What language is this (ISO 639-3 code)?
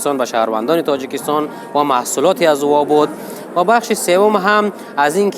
fas